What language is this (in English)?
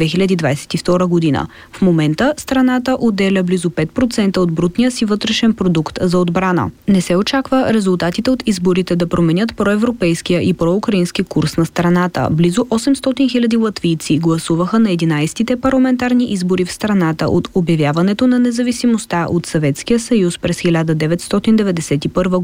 Bulgarian